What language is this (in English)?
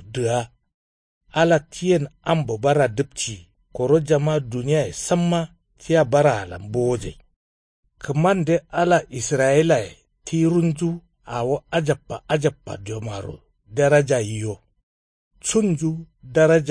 Kanuri